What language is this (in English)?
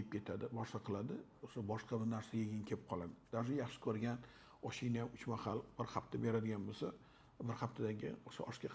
Uzbek